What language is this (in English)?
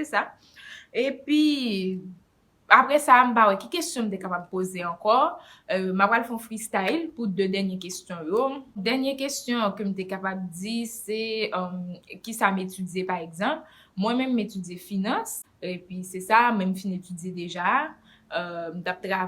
Haitian Creole